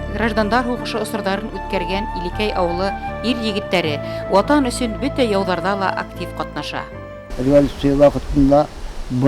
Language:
Bashkir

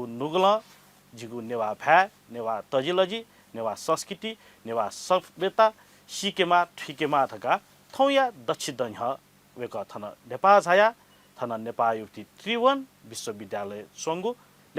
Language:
Newari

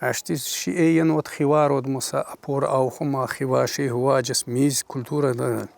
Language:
Tsakhur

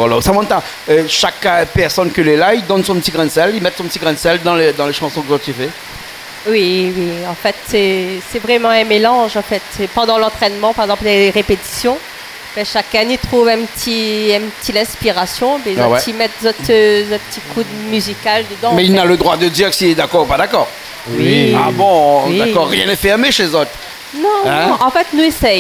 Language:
Réunion Creole French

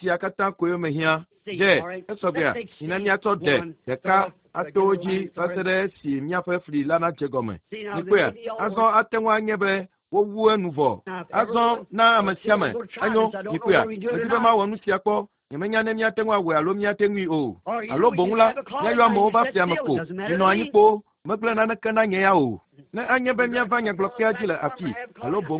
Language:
Ewe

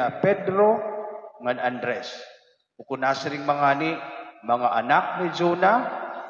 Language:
Waray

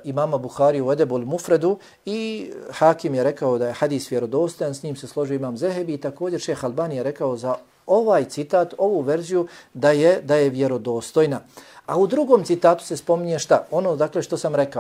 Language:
Bosnian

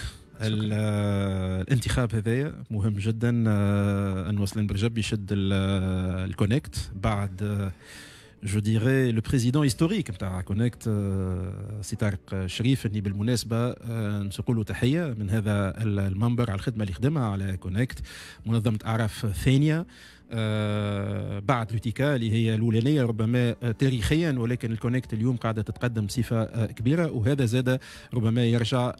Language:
Tunisian Arabic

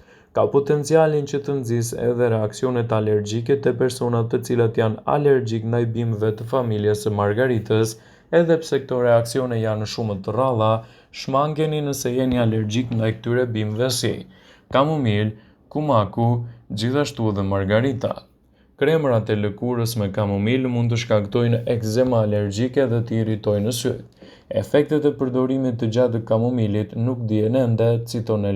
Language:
Albanian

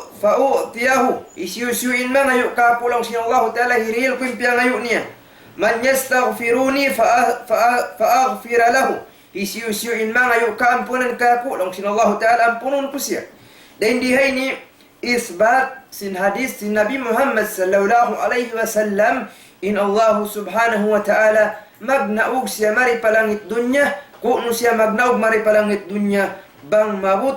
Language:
Tausug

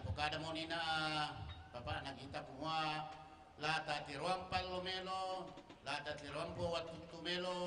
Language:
Toraja-Sa'dan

